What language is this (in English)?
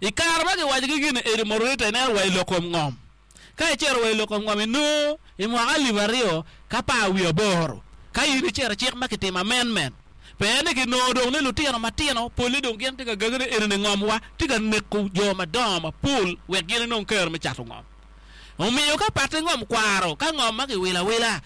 Acoli